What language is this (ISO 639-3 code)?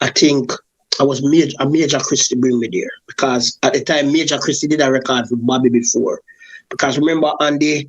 jam